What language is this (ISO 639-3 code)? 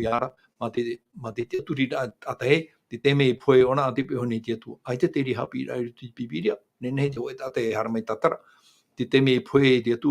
tah